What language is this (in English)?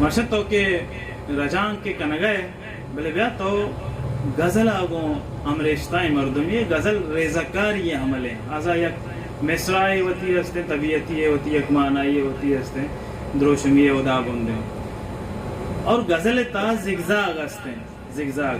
Baluchi